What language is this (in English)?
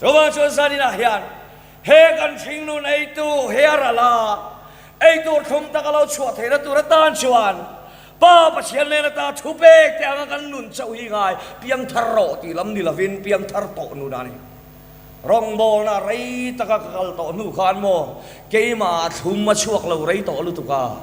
Mizo